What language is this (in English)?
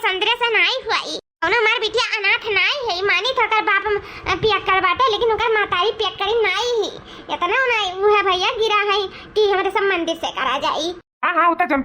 Awadhi